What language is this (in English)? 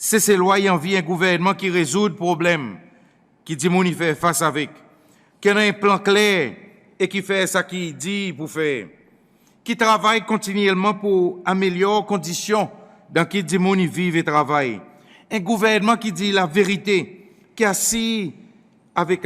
Seselwa Creole French